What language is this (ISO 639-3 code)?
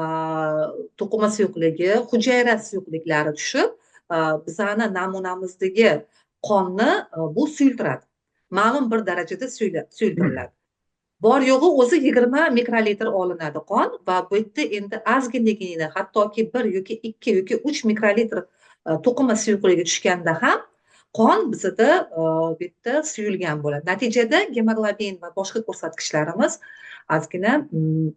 uzb